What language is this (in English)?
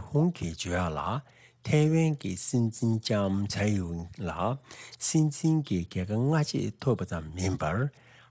Tibetan